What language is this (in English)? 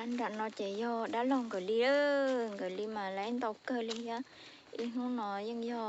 Hmong